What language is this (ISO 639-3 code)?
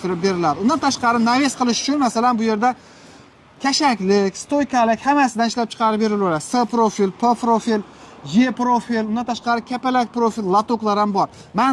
uzb